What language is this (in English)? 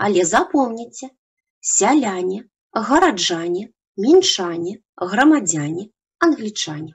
Belarusian